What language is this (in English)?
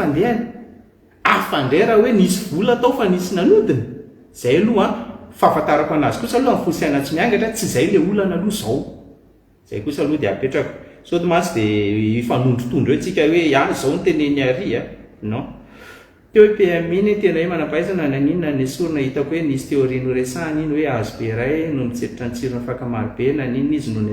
Malagasy